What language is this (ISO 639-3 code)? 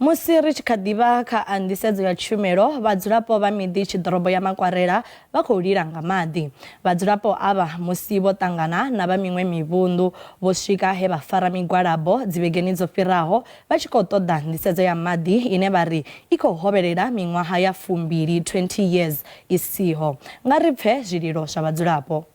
ven